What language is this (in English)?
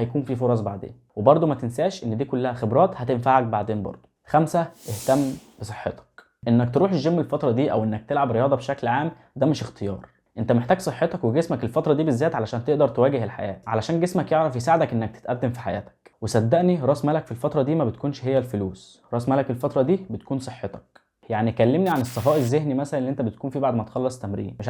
Egyptian Arabic